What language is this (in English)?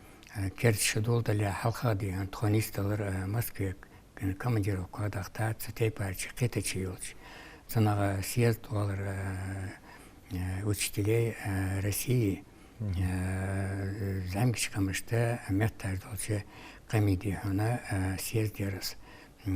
Ingush